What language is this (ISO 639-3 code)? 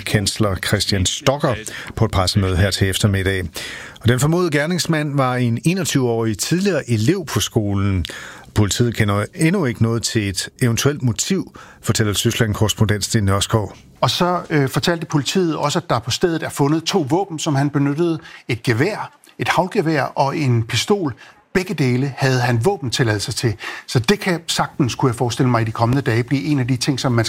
dan